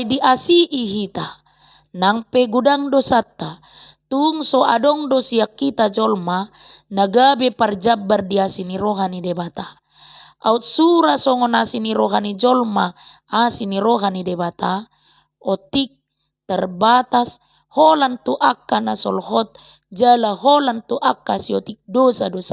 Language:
Batak Toba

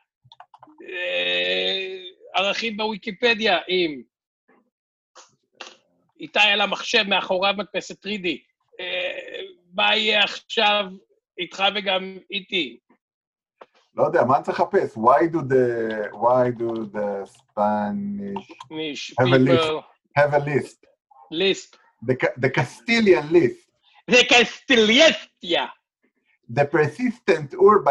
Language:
Hebrew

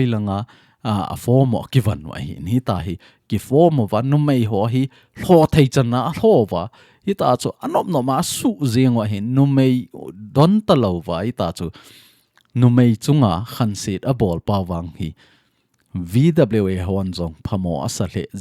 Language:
Thado Chin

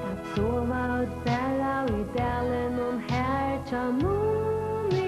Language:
Faroese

